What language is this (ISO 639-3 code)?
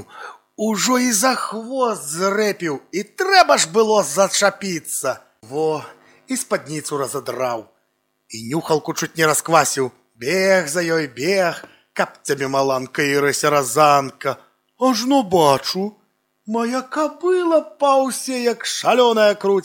bel